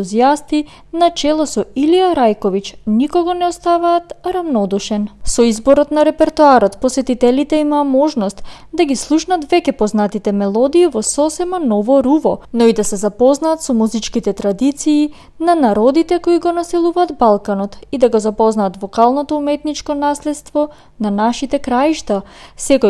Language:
Macedonian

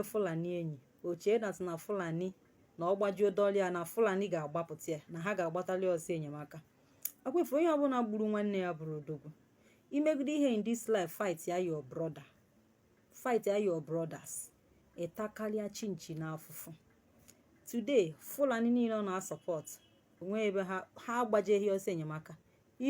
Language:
Igbo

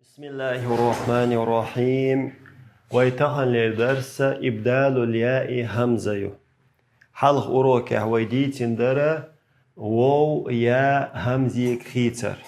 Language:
Chechen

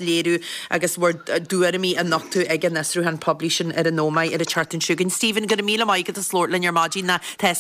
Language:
Irish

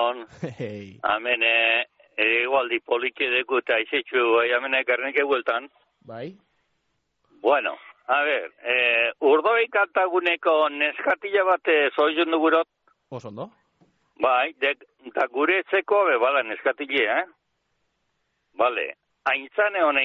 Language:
Basque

